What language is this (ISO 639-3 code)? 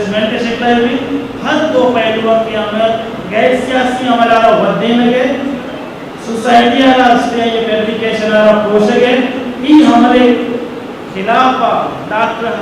bgp